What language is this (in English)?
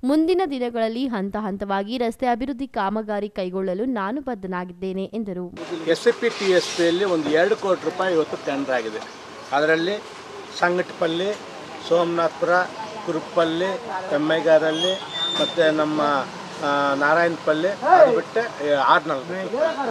Kannada